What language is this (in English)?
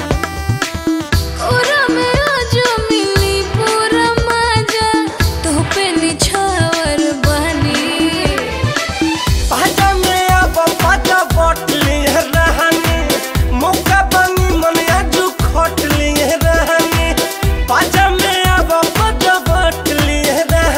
Bhojpuri